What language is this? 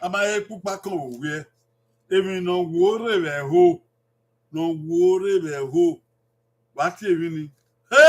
Bini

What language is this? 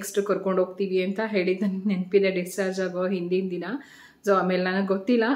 Kannada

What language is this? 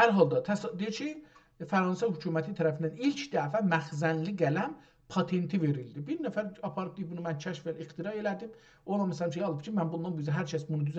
South Azerbaijani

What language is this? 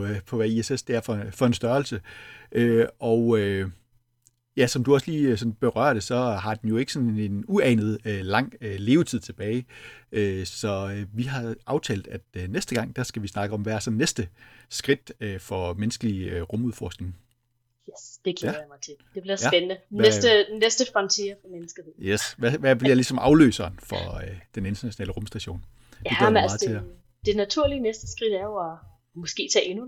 Danish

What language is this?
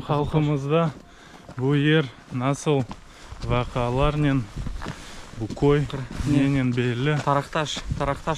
Crimean Tatar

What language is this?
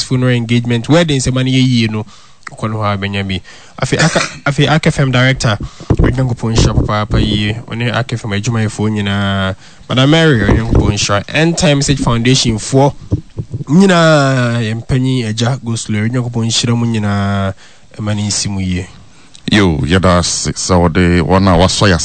Akan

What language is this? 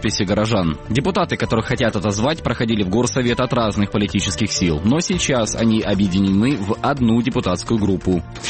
Russian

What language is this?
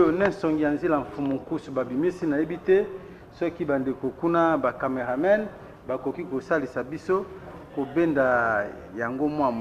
Lingala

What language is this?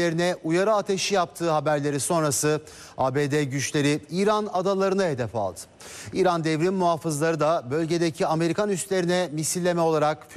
Turkish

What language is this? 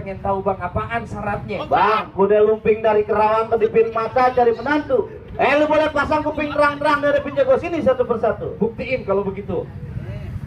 Betawi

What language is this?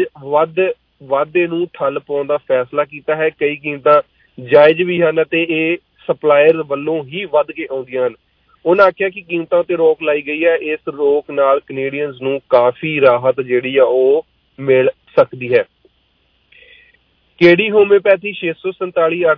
Punjabi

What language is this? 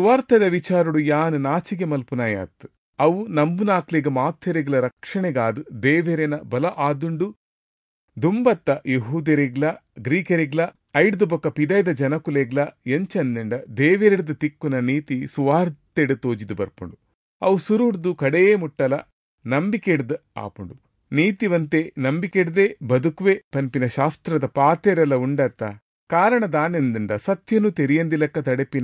Tulu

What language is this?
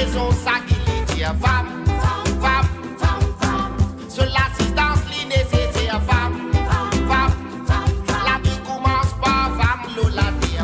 Morisyen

